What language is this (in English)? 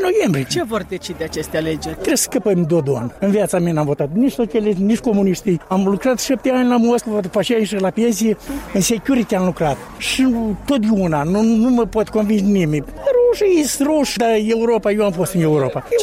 Romanian